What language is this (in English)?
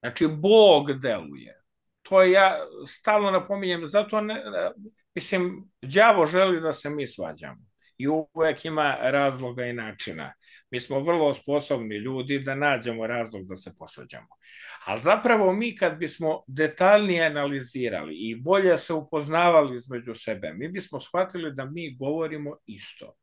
Serbian